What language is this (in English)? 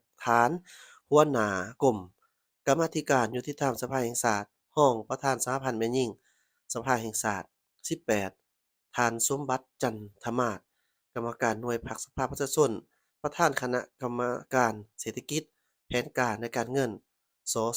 Lao